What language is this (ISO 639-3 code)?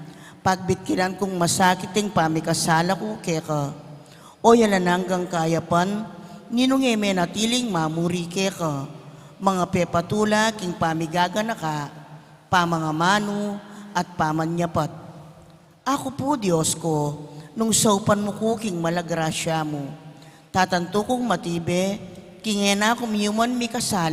pam